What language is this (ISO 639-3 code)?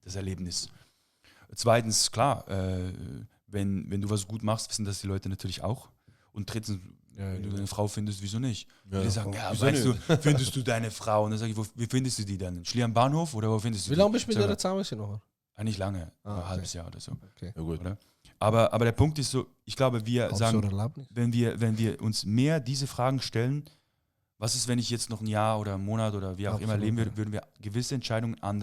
gsw